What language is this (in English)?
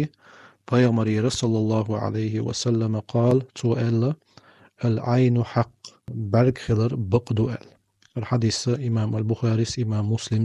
Chechen